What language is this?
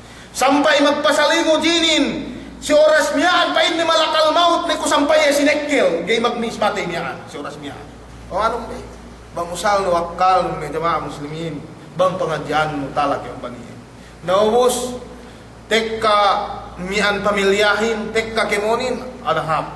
Yakan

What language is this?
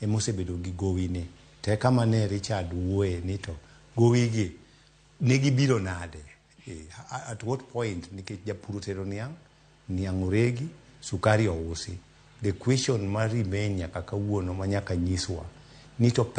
Luo (Kenya and Tanzania)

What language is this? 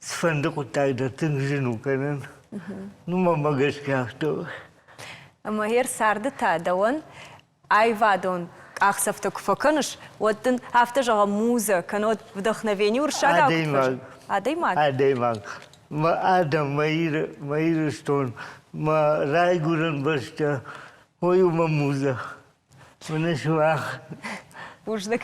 Ossetic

